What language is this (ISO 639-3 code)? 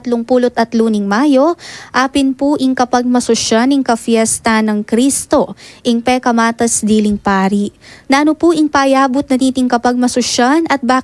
pam